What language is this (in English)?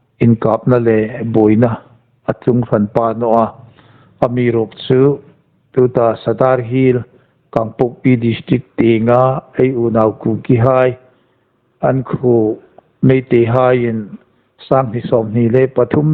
Hmar